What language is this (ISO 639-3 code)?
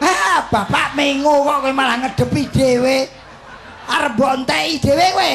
jav